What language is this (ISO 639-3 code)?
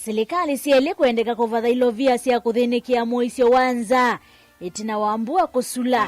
kam